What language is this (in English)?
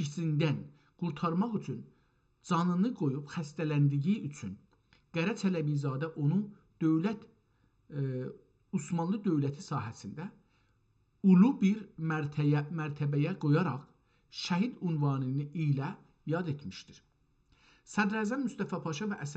South Azerbaijani